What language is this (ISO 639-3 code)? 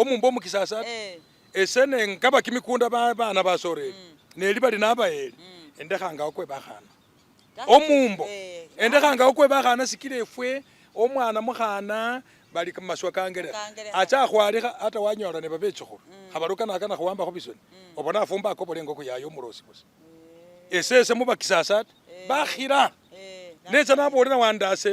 myx